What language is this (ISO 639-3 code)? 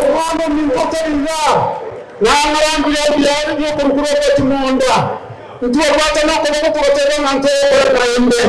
guz